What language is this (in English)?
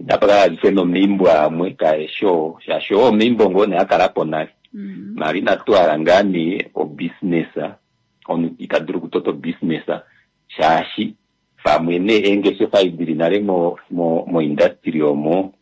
Kuanyama